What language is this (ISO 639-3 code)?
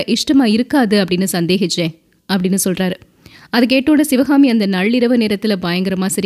tam